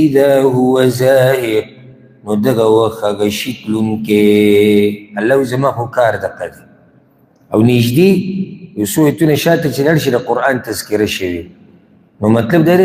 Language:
Pashto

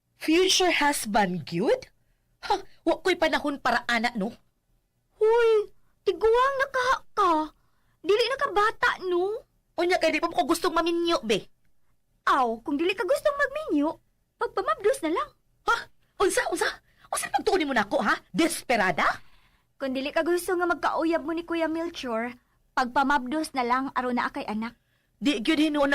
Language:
Cebuano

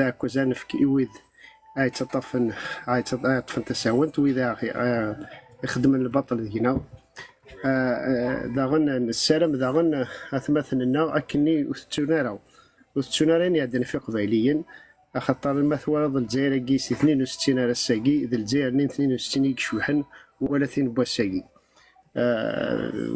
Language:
Kabyle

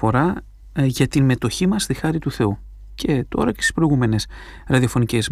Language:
Greek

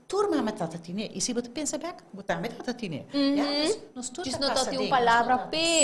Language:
Papiamento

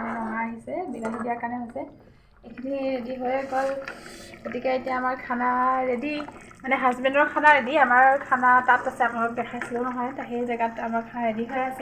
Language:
Assamese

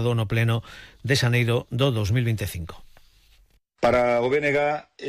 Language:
Galician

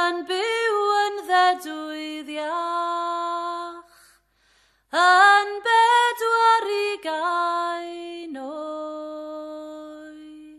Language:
Welsh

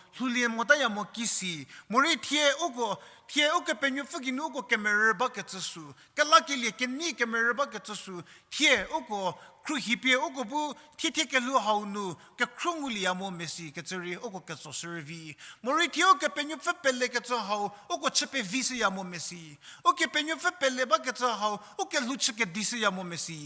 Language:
Angami Naga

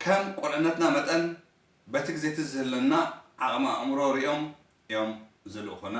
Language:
Tigrinya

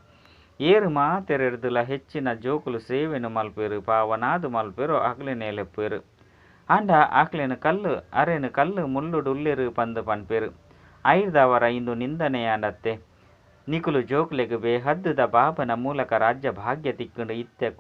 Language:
Tulu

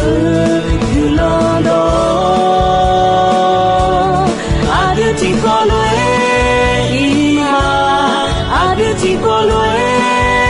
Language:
Akha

